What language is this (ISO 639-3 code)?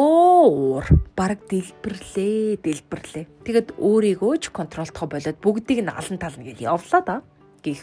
mon